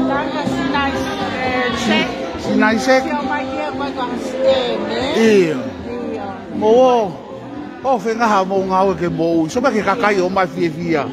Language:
Tongan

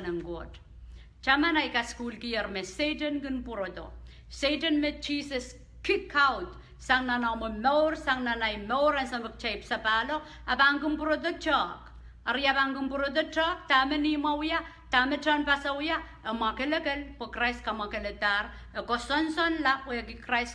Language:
Pohnpeian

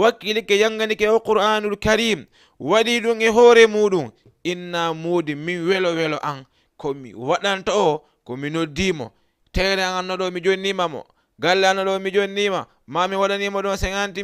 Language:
Fula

